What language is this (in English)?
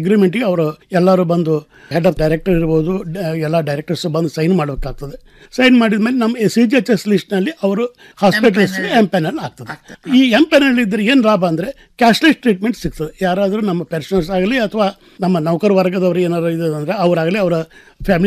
Kannada